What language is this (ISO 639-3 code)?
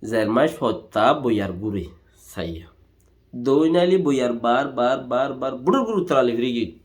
rhg